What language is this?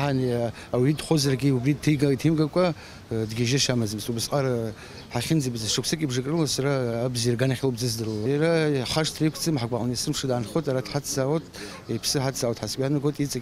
Abkhazian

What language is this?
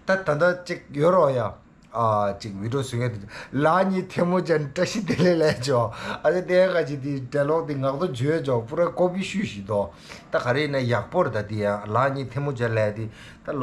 Tibetan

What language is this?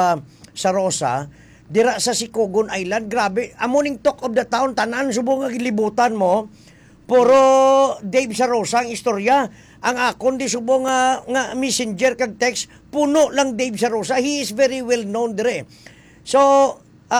Hiligaynon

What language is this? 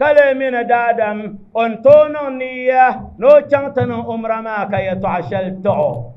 Dagbani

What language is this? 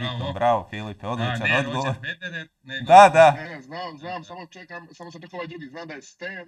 Croatian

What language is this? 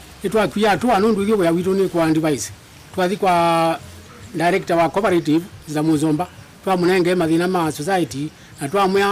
Kamba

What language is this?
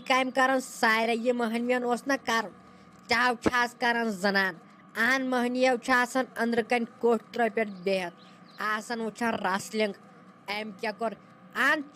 Kashmiri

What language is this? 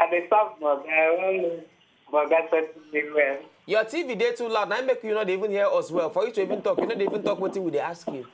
Nigerian Pidgin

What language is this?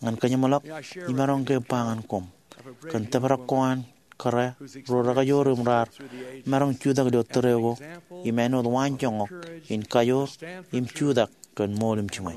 Marshallese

